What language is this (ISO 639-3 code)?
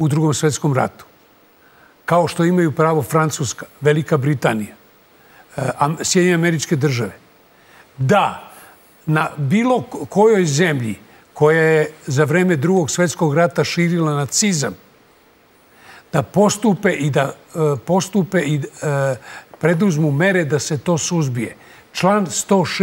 srp